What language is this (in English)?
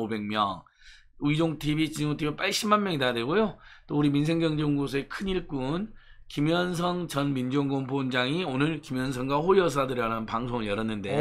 Korean